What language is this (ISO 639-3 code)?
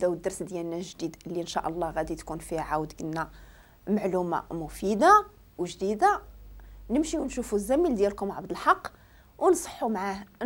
ary